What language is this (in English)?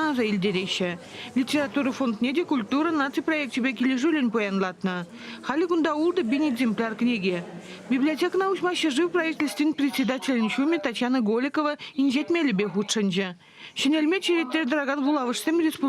Chuvash